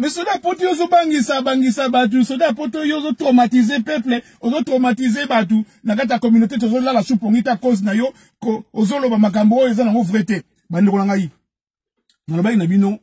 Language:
Lingala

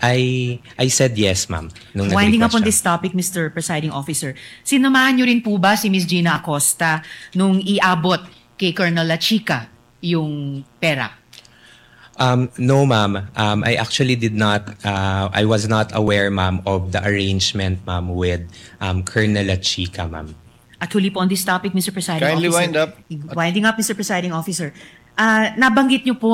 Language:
Filipino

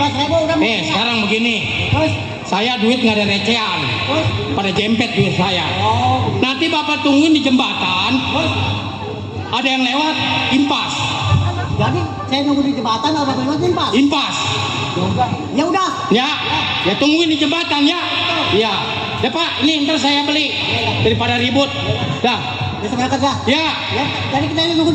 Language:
Betawi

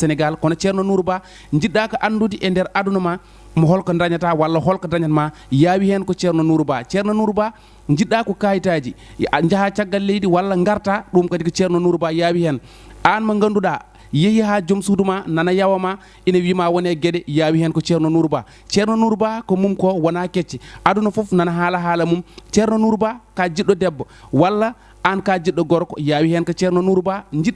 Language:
Fula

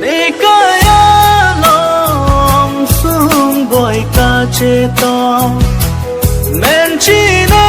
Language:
Karbi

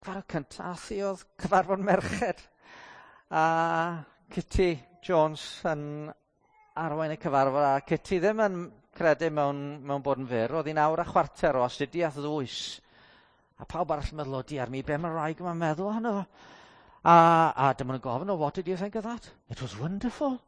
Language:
Welsh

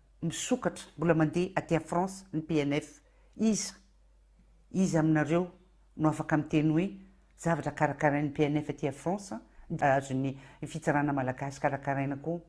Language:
Malagasy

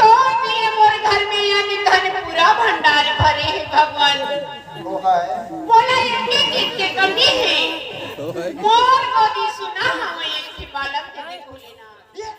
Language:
Chhattisgarhi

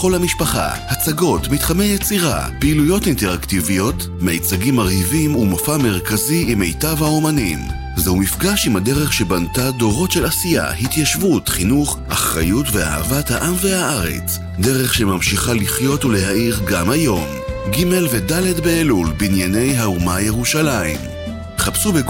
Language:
Hebrew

